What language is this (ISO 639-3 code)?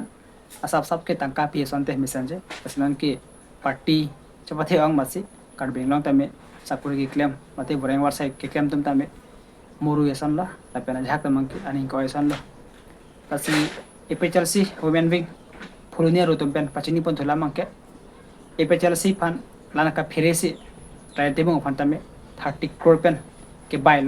mjw